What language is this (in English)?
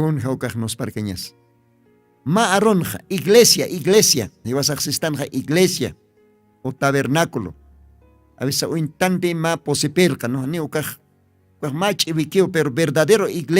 Aymara